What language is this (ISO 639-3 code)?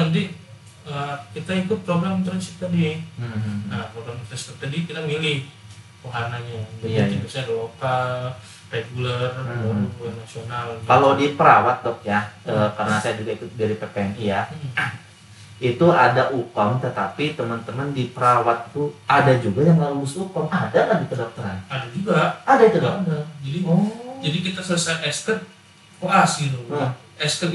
ind